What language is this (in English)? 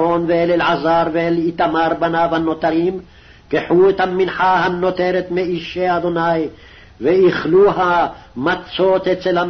Hebrew